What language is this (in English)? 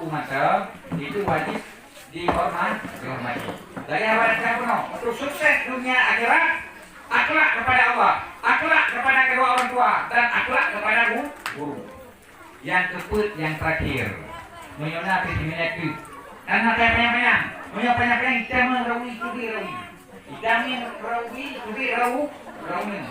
Achinese